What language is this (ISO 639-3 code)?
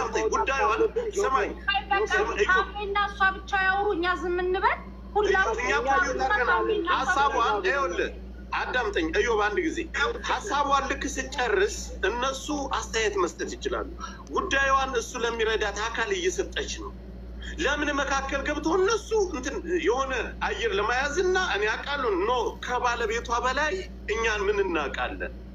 amh